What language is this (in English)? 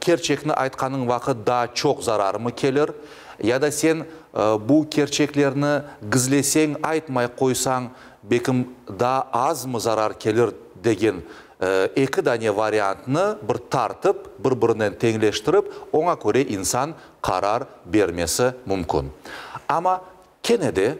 Crimean Tatar